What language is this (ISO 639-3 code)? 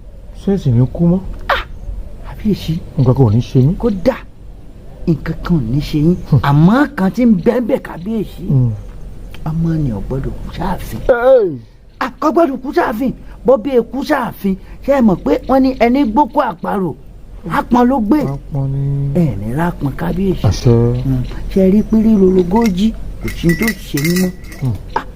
yor